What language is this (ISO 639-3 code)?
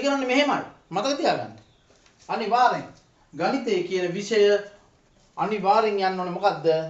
sin